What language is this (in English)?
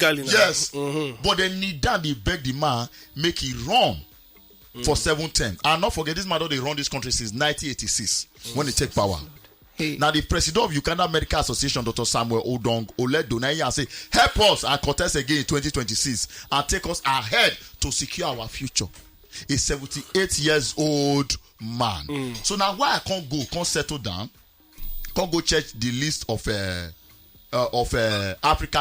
Nigerian Pidgin